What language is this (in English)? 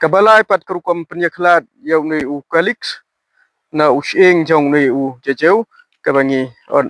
Khasi